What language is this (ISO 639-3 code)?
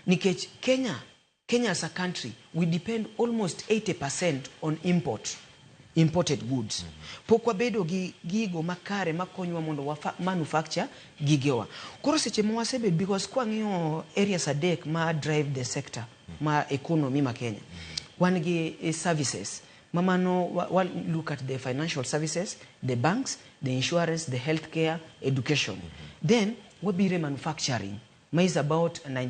luo